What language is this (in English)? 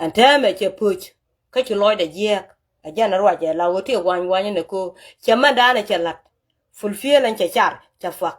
Nuer